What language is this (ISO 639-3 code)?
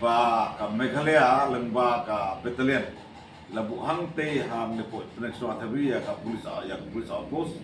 kha